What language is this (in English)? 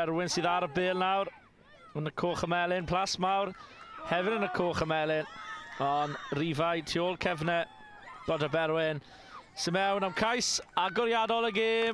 Welsh